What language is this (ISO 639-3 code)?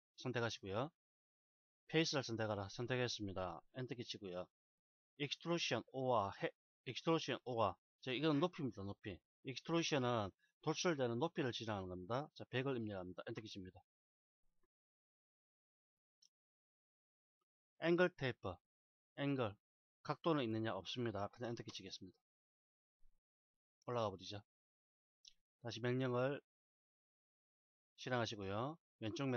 kor